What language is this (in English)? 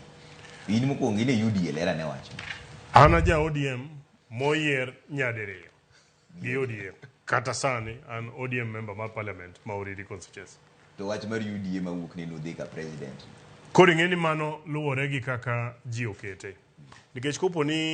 Luo (Kenya and Tanzania)